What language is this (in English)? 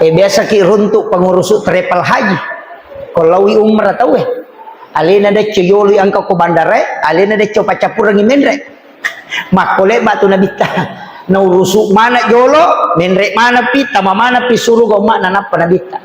Buginese